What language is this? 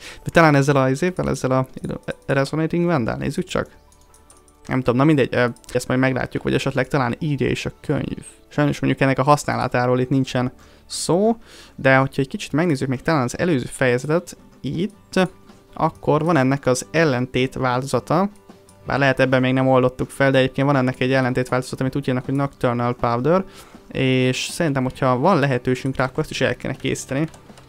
Hungarian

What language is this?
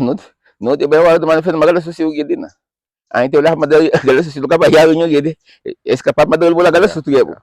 Garifuna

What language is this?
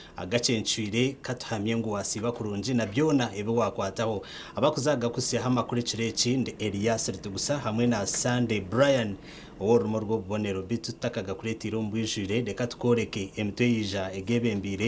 Nyankole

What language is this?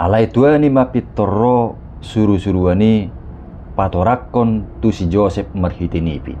Batak Toba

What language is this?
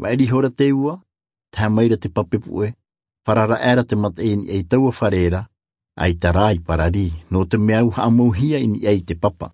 Tahitian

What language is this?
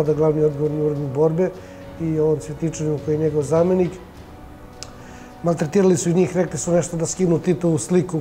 Serbian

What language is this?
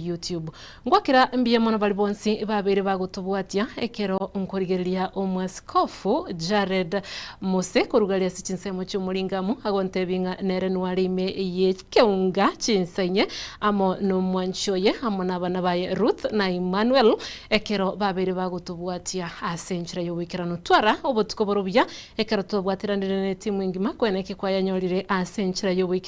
Gusii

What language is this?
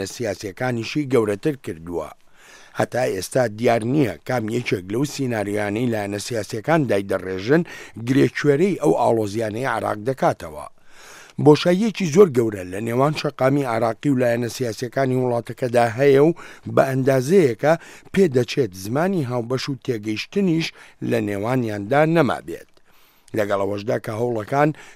Central Kurdish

